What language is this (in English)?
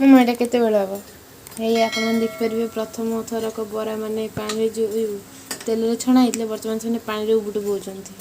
Odia